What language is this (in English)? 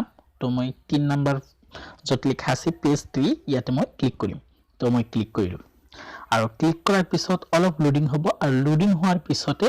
Assamese